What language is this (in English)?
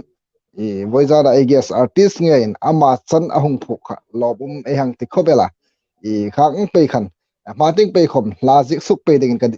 Hmar